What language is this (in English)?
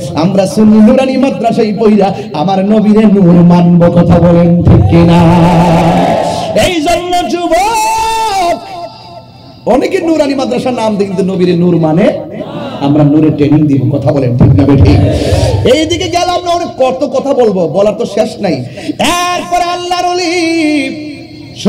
Bangla